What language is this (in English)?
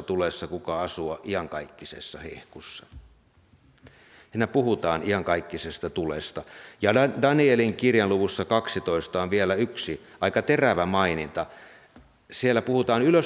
Finnish